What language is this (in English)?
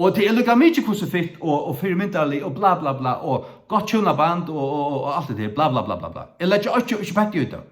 Faroese